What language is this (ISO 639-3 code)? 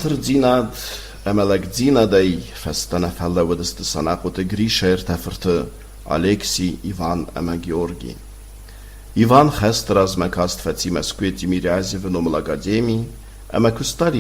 oss